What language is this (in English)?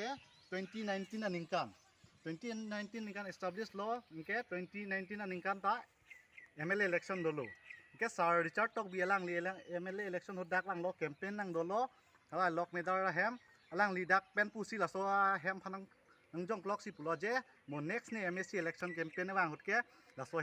Karbi